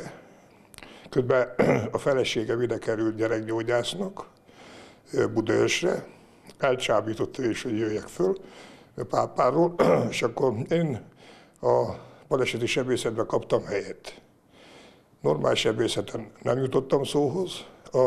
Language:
Hungarian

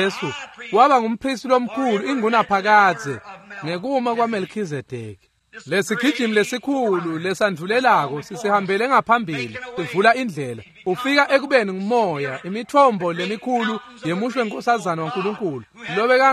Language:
Swati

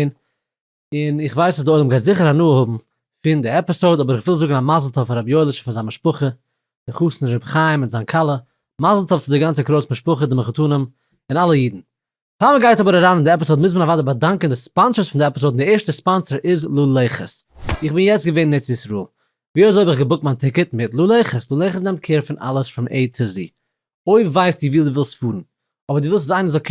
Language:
Yiddish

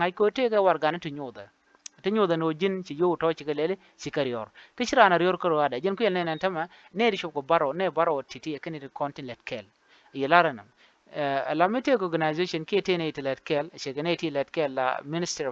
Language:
Nuer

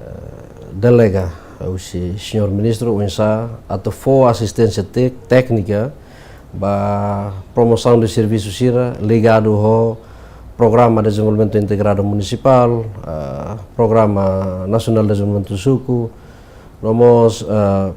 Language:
Tetum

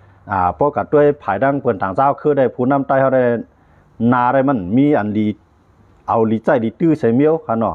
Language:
Shan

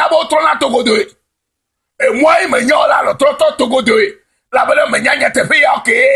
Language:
Ewe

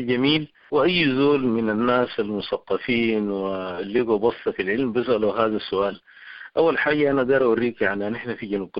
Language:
Sudanese Arabic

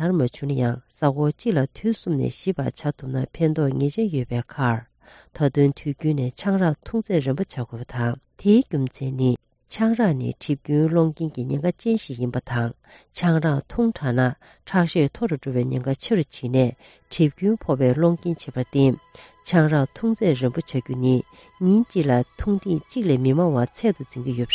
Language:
Tibetan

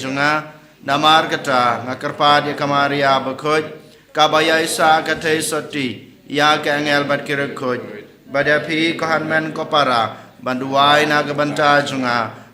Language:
Khasi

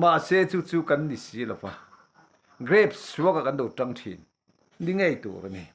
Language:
Mizo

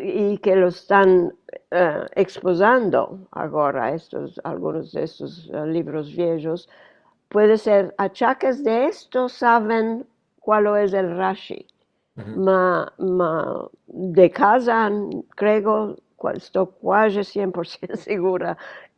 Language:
Ladino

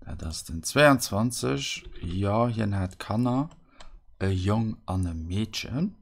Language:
Luxembourgish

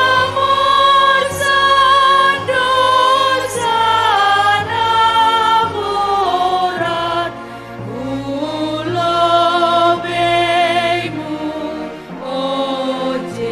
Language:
Batak Simalungun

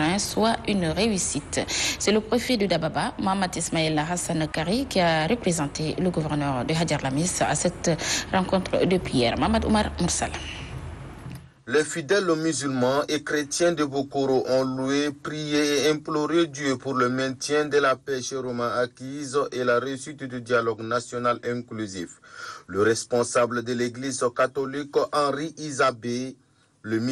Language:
French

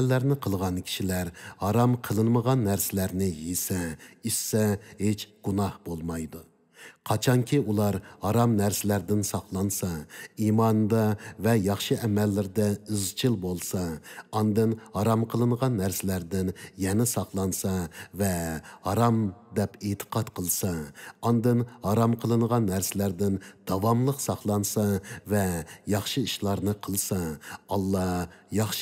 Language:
Uyghur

